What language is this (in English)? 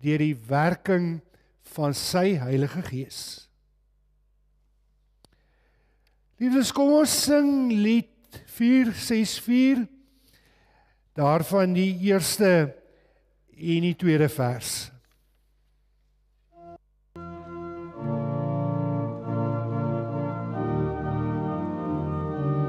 Afrikaans